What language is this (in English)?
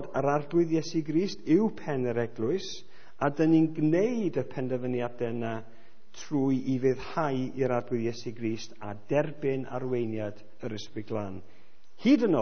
Welsh